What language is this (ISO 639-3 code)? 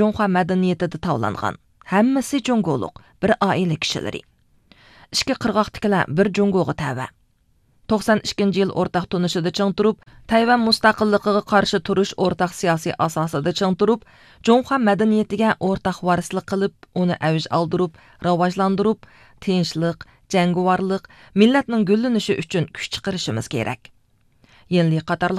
uig